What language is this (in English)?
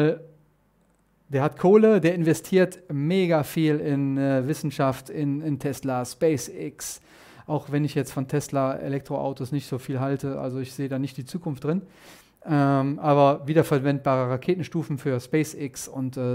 German